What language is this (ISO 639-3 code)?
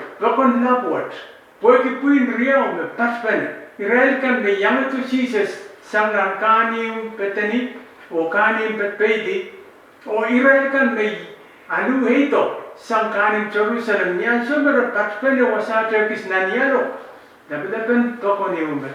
pon